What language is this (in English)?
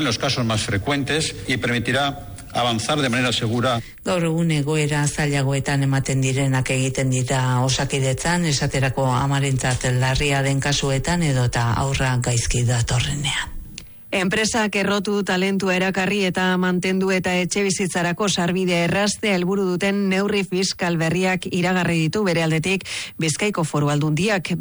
Basque